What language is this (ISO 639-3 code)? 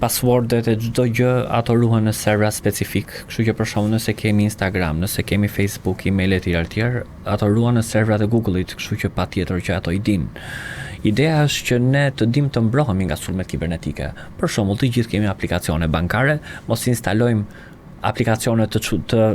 sqi